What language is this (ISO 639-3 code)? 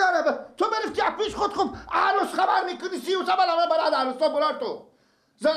fas